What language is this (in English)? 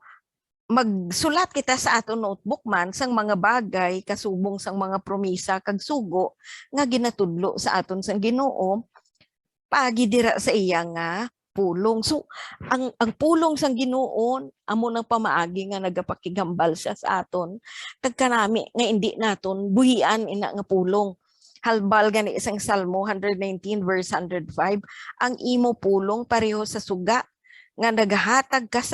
Hiligaynon